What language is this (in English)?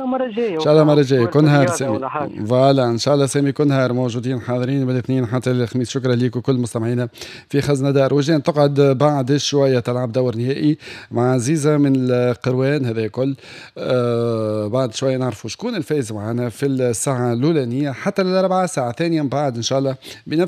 Tunisian Arabic